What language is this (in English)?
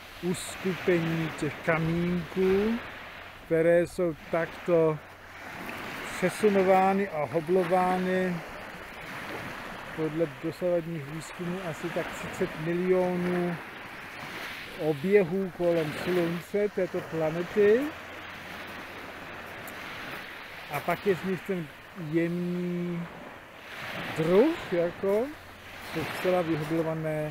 Czech